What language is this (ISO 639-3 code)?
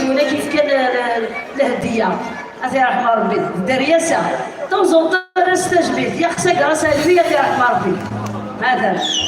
kab